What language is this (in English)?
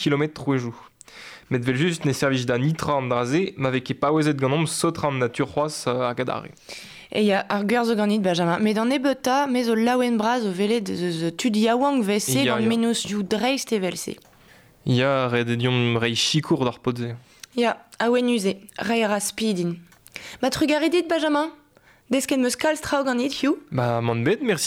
Breton